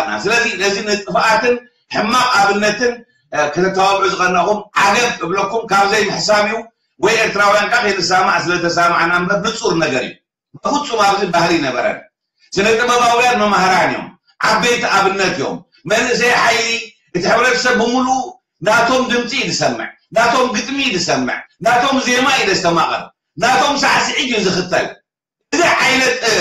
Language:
Tigrinya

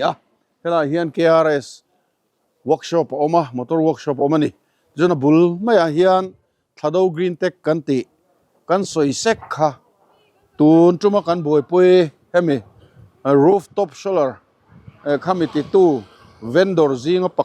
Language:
Mizo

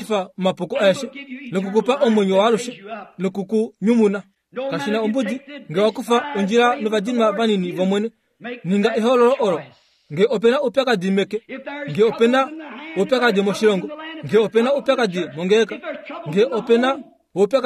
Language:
Kuanyama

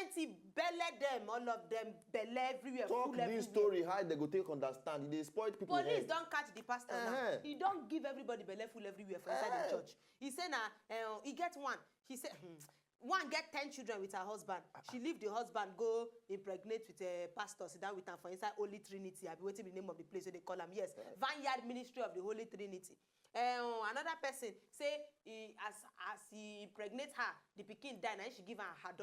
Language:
Nigerian Pidgin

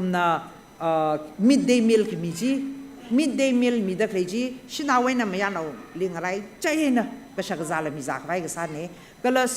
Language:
Tangkhul Naga (India)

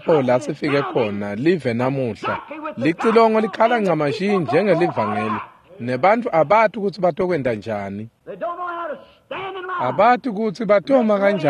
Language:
Swati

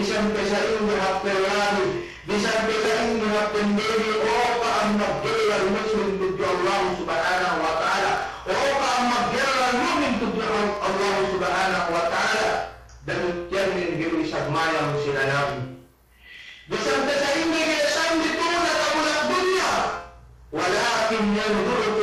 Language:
Yakan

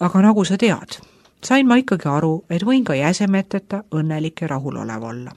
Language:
Estonian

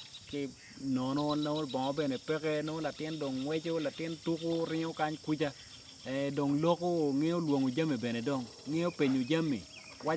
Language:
Acoli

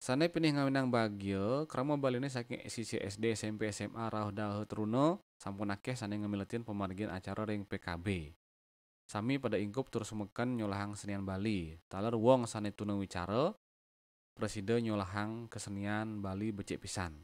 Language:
Balinese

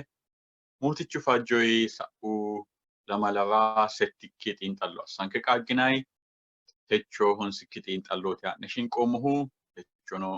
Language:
Sidamo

